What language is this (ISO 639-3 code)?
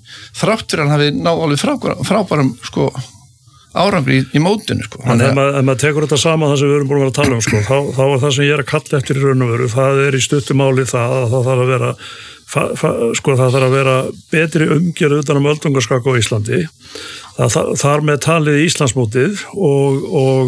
isl